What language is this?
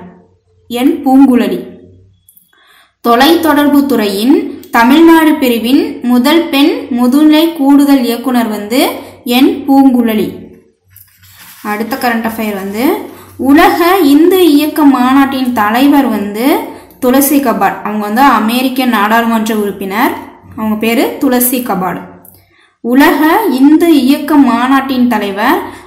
Tamil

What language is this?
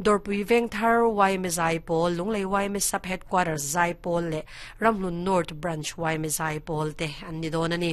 Mizo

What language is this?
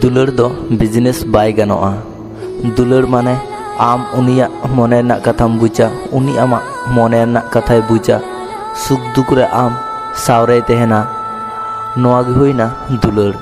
Santali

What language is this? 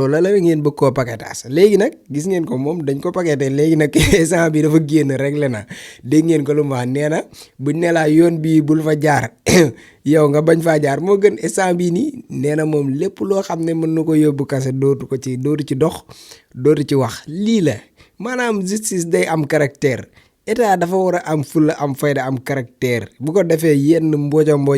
Wolof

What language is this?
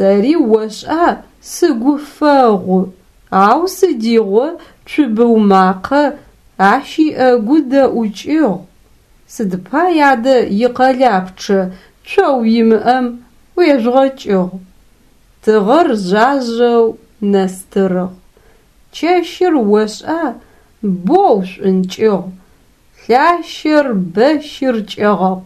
Adyghe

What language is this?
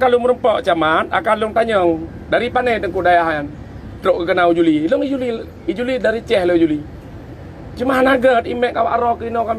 Achinese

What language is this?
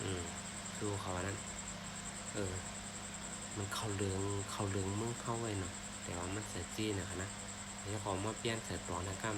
Shan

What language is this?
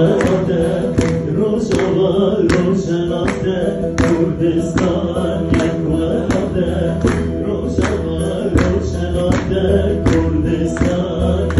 Kurdish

